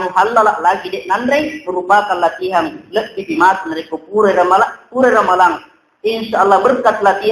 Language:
Buginese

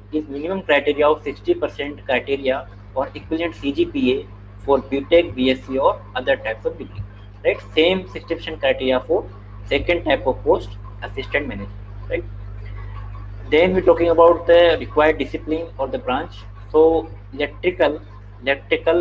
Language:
Hindi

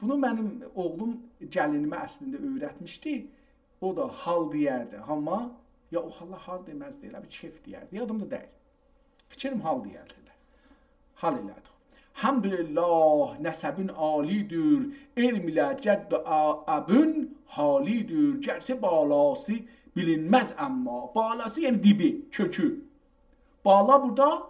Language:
South Azerbaijani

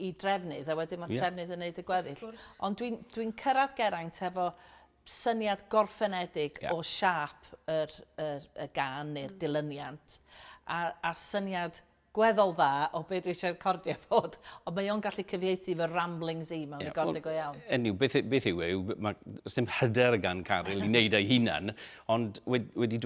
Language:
Welsh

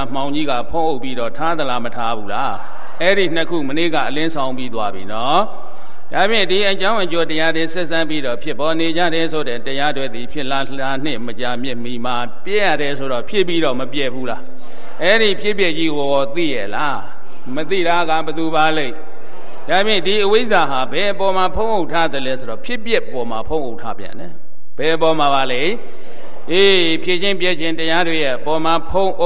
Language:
Burmese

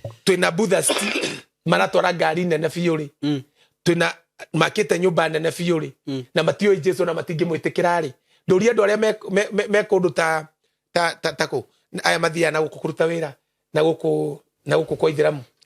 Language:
Kikuyu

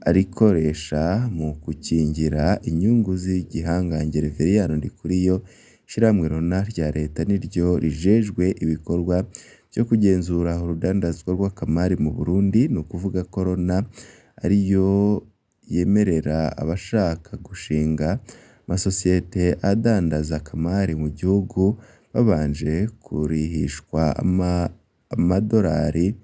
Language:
Rundi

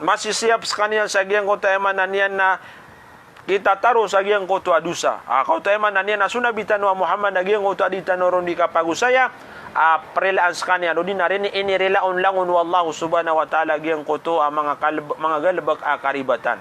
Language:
Maranao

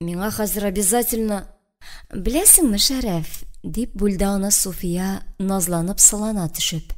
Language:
Tatar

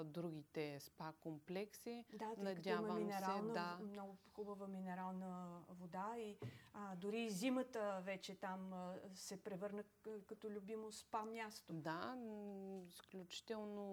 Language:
Bulgarian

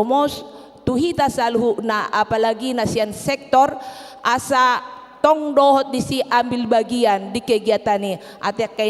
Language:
Batak Toba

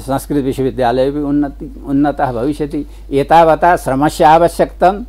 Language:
Sanskrit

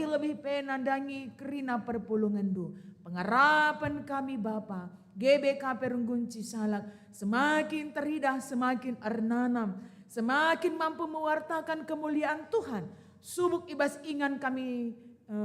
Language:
Batak Karo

